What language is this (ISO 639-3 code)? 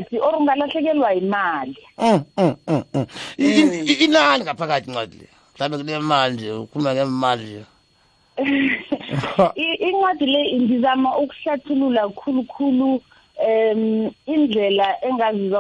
nbl